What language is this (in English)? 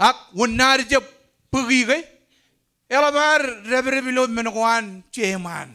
Marshallese